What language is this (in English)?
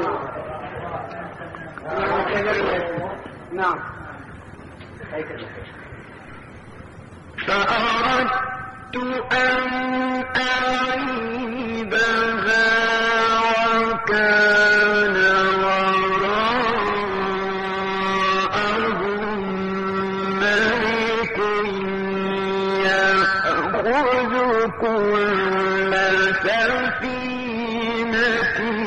Arabic